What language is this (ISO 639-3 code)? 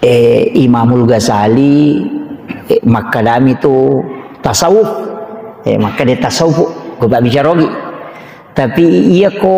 bug